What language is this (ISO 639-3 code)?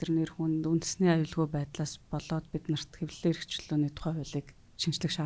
mon